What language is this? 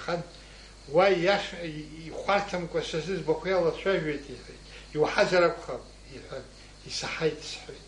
Abkhazian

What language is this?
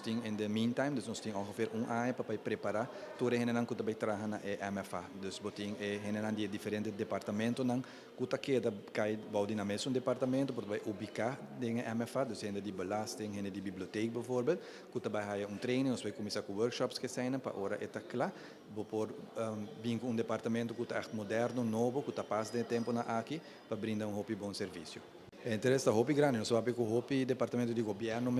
Papiamento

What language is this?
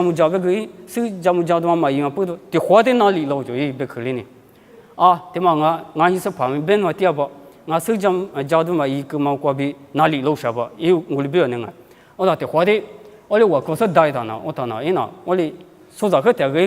Lisu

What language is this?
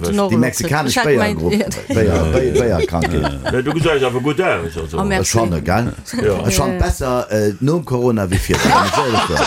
Luxembourgish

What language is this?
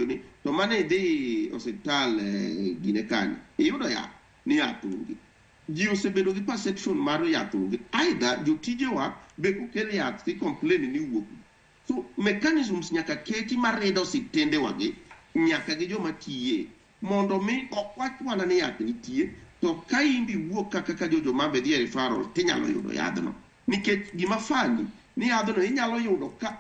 Luo (Kenya and Tanzania)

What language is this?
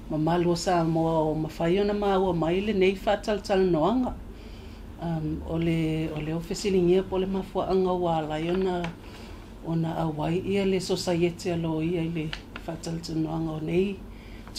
Samoan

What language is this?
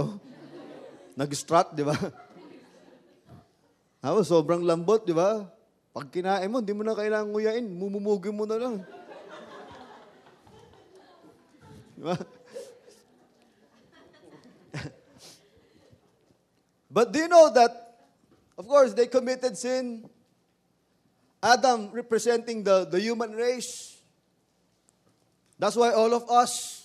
Filipino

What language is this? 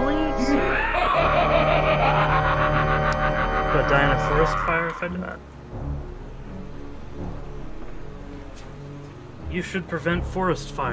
English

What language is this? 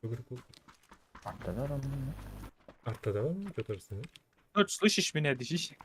Kara-Kalpak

